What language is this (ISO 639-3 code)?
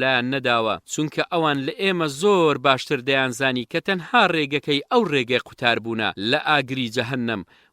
ckb